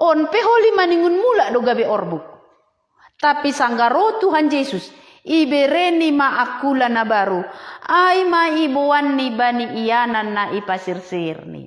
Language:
Batak Simalungun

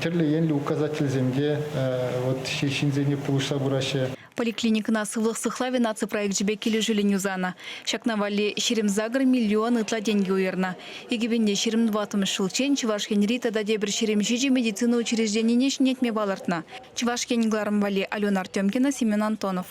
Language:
Chuvash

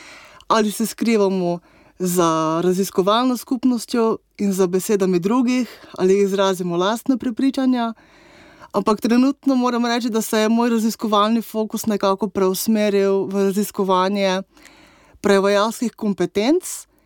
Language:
Slovenian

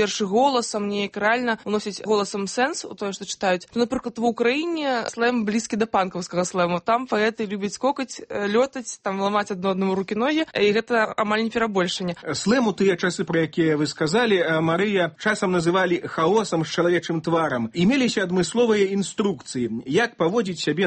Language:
Belarusian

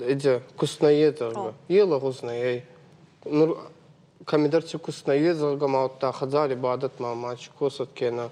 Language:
Ossetic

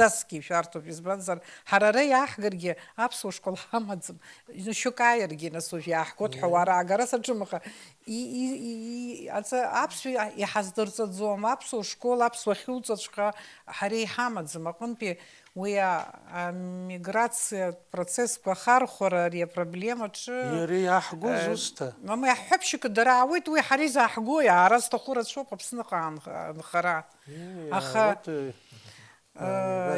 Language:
Abkhazian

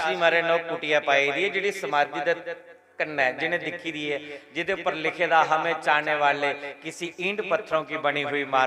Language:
Dogri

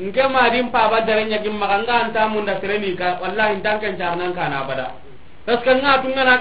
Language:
Soninke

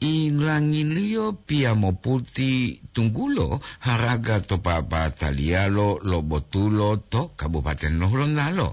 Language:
Gorontalo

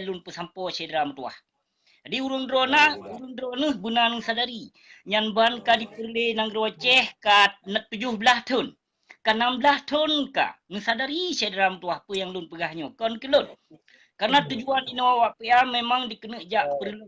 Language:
Achinese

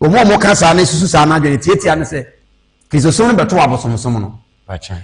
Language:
Akan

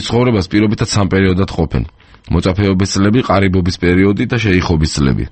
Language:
Georgian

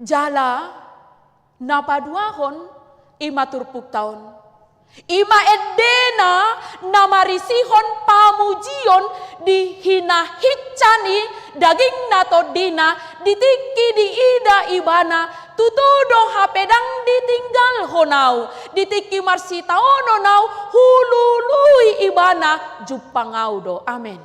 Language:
Batak Toba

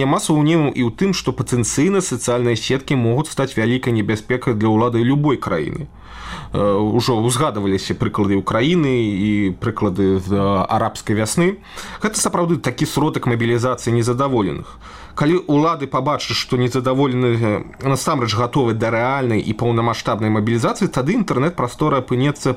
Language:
Belarusian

